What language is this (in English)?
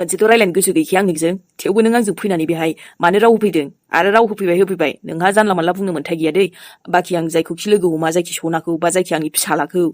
Bodo